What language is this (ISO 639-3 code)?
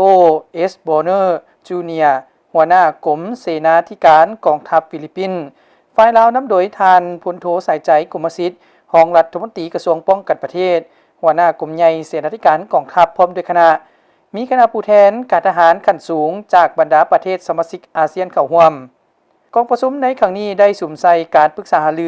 lao